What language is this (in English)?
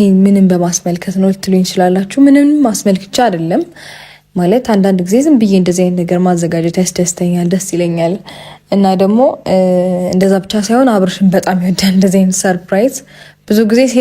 Amharic